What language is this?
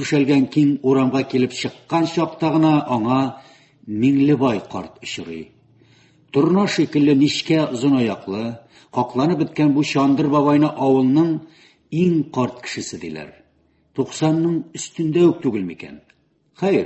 Tatar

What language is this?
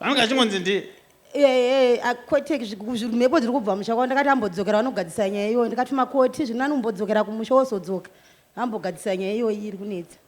Shona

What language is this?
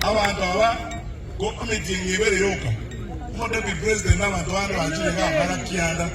Gusii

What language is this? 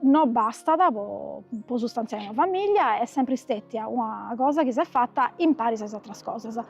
Sardinian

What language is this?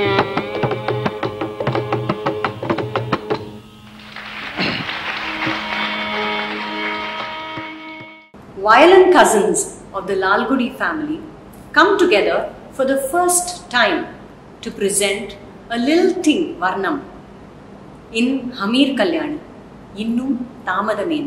English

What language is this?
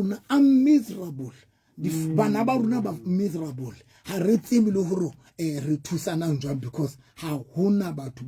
Southern Sotho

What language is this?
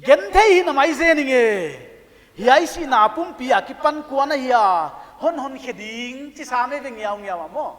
Paite Chin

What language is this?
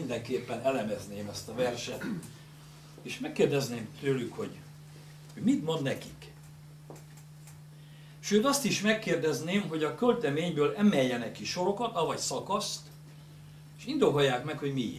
Hungarian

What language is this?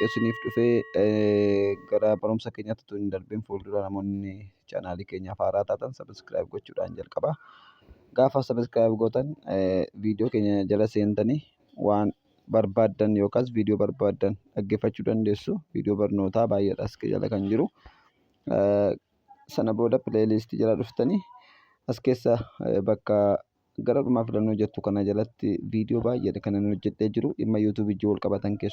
Oromo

